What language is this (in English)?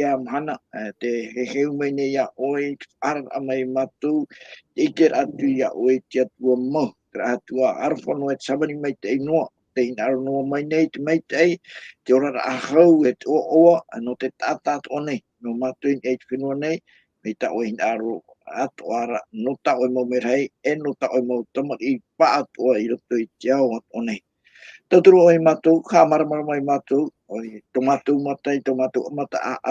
Tahitian